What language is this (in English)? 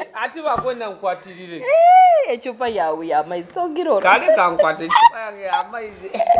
Nyoro